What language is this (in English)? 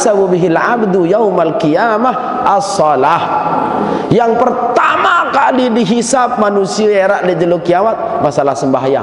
Sasak